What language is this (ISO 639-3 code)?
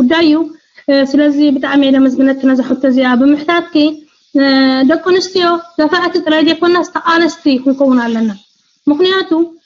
tir